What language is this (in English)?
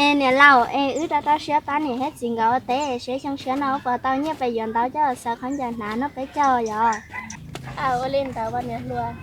Hmong